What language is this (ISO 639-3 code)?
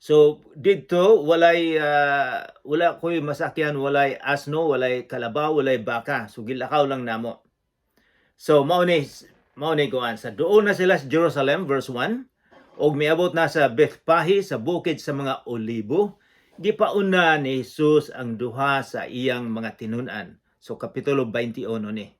ceb